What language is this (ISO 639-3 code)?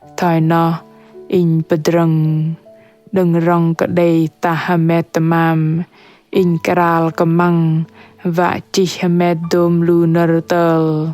bdq